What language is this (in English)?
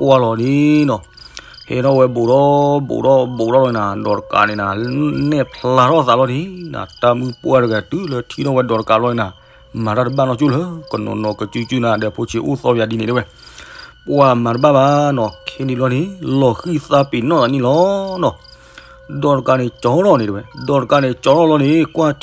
S'gaw Karen